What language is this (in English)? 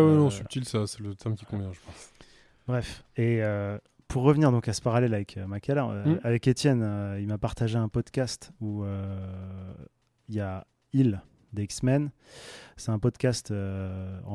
French